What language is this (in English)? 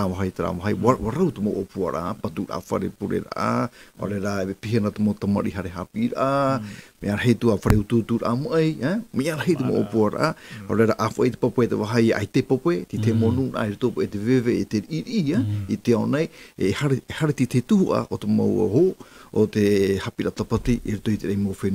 Tahitian